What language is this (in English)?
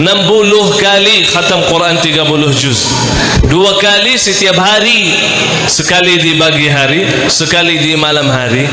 Sasak